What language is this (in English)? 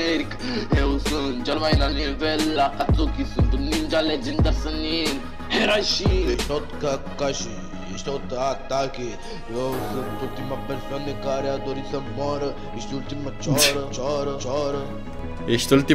Romanian